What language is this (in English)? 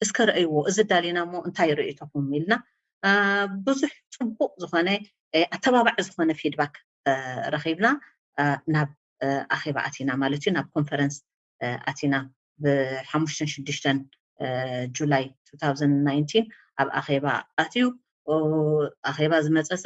Tigrinya